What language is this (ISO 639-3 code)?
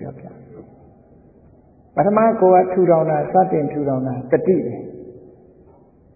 mya